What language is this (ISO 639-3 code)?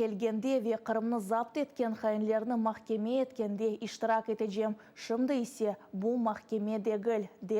crh